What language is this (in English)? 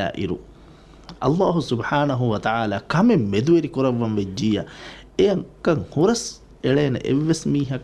Divehi